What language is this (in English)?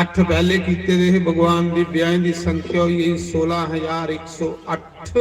Dogri